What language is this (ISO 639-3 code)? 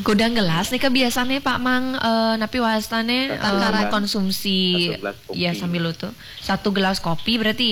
ban